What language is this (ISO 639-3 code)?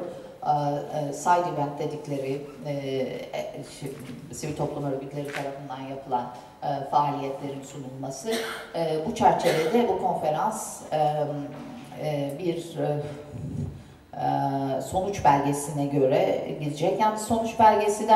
tur